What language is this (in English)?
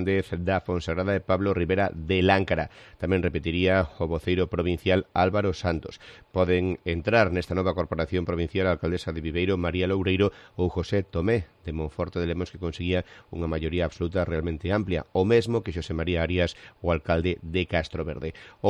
Galician